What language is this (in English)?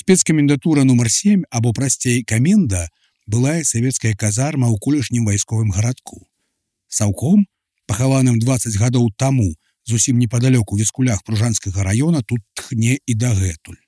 Belarusian